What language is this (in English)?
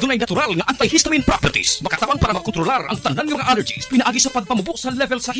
Cebuano